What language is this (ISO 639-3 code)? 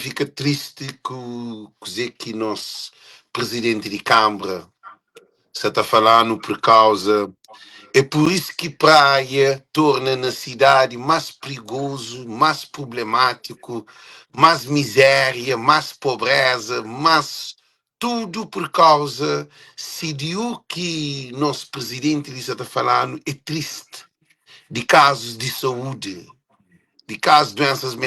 kea